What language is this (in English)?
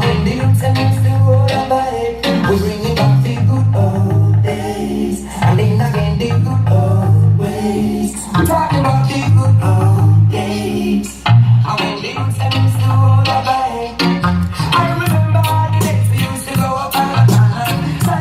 Jamaican Creole English